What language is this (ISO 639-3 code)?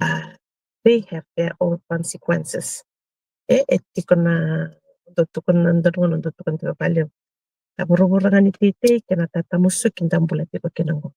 fij